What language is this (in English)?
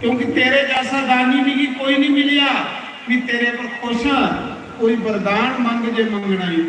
Dogri